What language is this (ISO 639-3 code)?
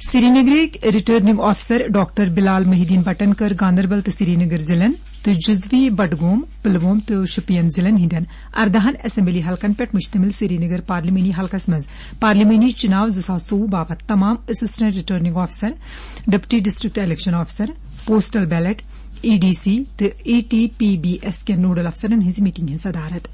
kas